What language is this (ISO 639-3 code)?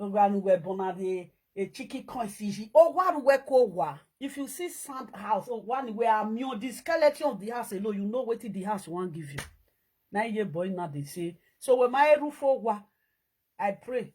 pcm